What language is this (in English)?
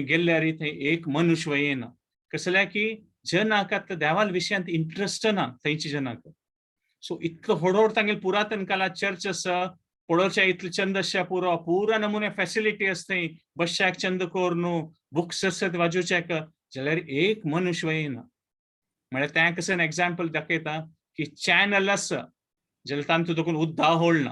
Konkani